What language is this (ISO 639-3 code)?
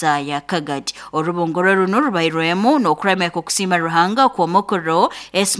nyo